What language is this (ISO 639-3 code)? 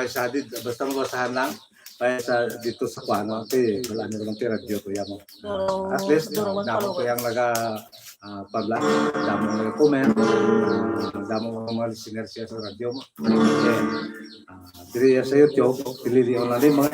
hil